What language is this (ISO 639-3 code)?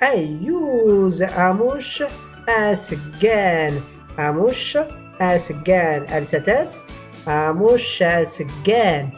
shi